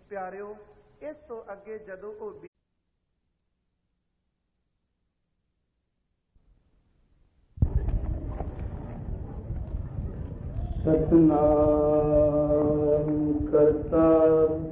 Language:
Punjabi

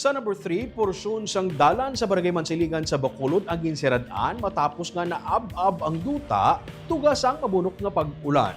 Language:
Hiligaynon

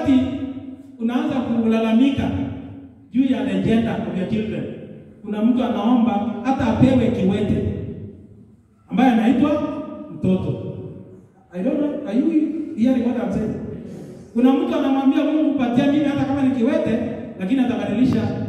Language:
Swahili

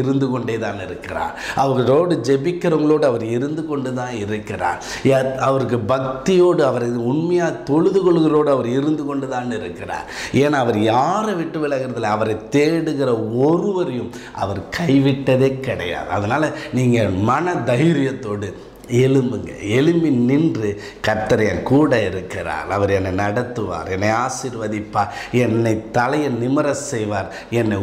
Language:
Tamil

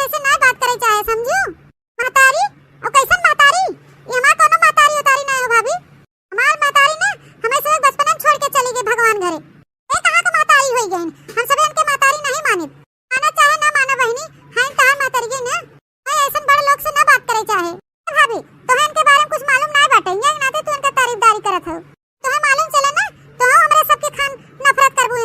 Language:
Awadhi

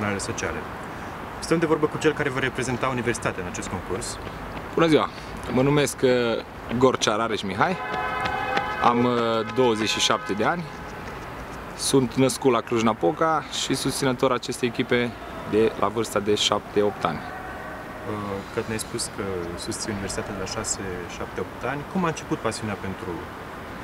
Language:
Romanian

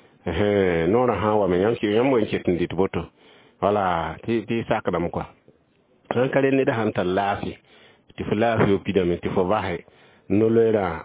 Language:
Mossi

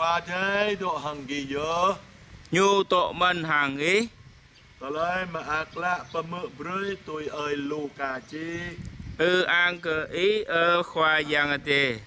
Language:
Jarai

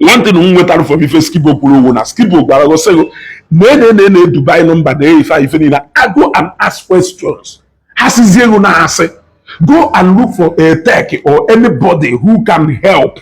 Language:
Igbo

